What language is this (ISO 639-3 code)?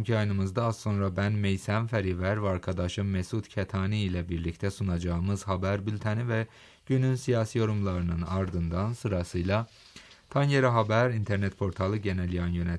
tur